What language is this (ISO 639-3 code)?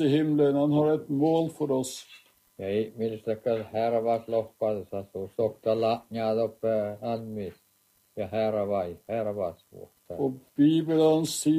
nor